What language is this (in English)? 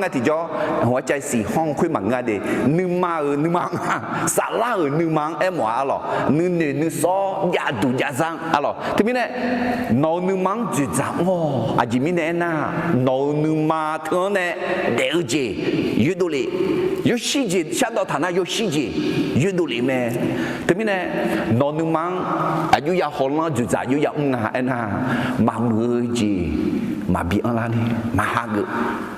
Akha